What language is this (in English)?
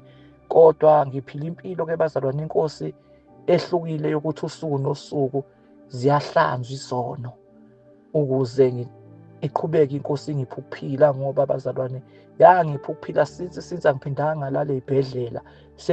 Zulu